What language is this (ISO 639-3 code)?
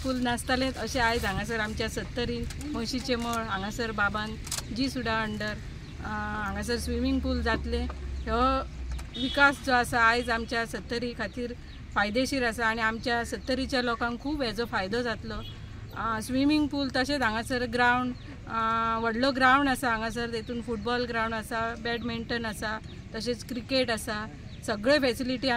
kok